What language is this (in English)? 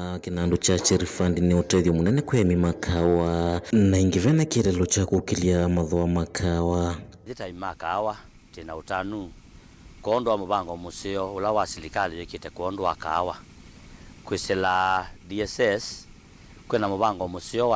Kamba